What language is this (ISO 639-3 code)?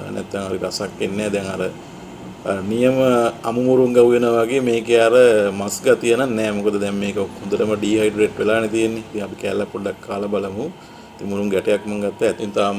sin